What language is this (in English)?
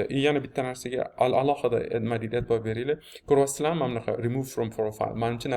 Uzbek